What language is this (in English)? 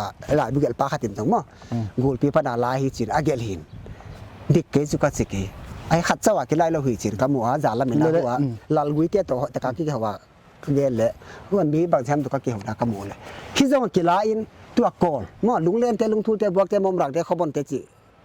Paite Chin